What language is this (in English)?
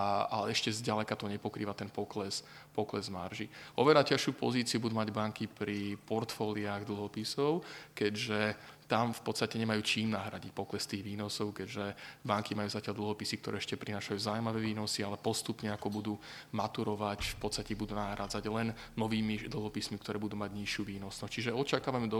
Slovak